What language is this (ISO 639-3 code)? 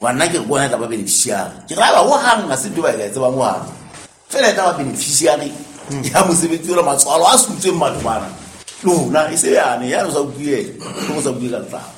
sot